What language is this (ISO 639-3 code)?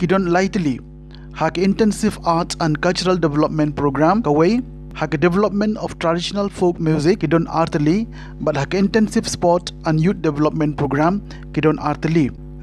kha